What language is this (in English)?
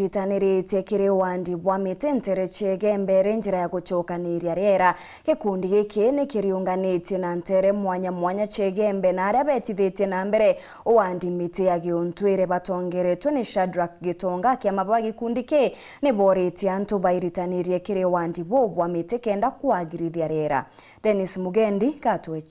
Meru